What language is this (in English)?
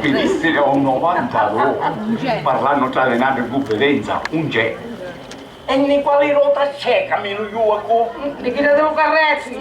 Sicilian